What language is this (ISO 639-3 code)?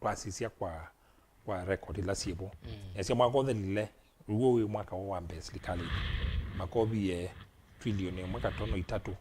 kam